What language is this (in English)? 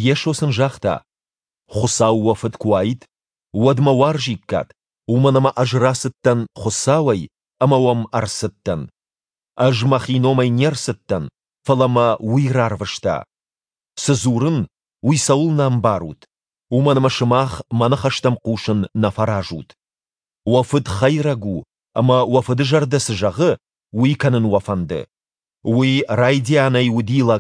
Ossetic